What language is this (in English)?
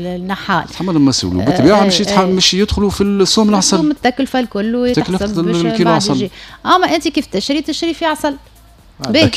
Tunisian Arabic